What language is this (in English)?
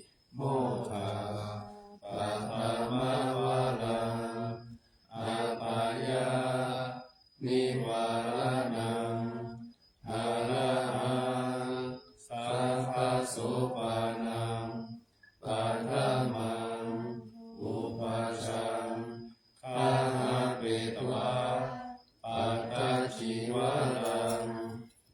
Pali